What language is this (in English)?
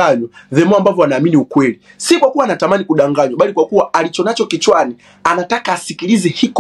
Swahili